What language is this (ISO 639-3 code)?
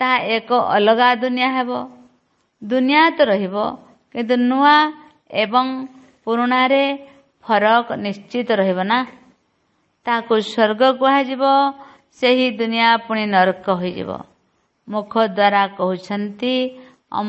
ori